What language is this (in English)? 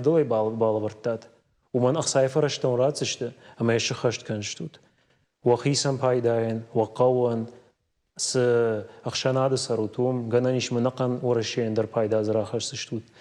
Ossetic